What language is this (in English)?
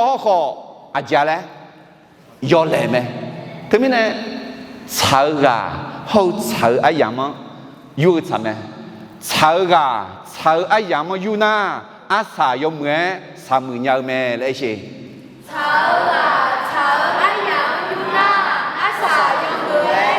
Akha